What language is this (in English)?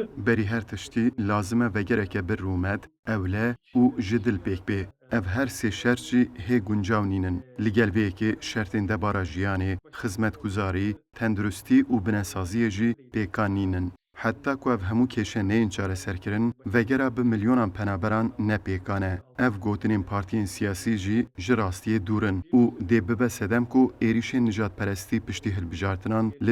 Kurdish